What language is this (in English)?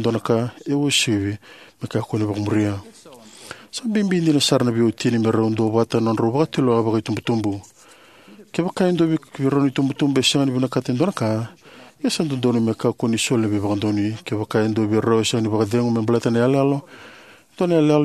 Fijian